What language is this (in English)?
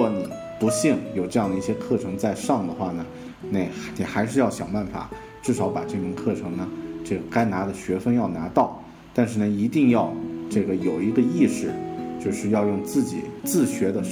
Chinese